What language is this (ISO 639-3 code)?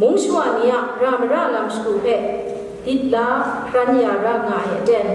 kac